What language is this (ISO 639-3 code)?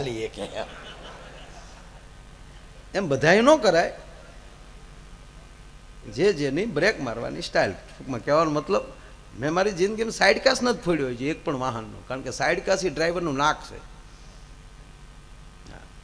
guj